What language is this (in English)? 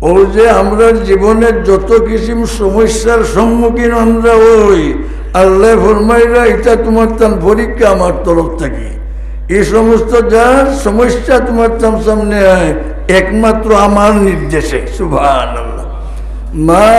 Sylheti